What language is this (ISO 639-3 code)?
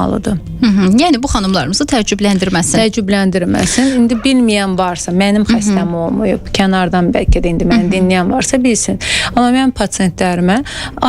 aze